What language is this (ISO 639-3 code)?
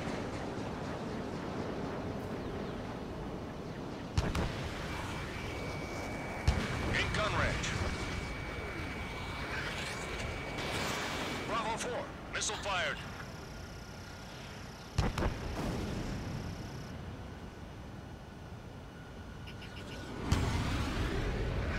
eng